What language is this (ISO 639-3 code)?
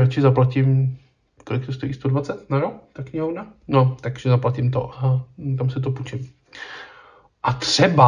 ces